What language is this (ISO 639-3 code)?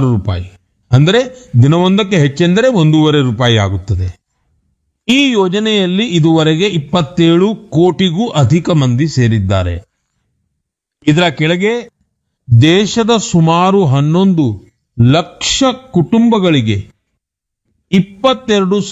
kan